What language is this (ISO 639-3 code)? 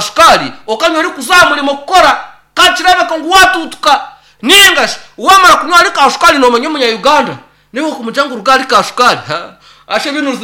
nyn